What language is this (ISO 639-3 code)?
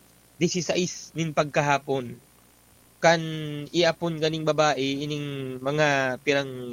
bik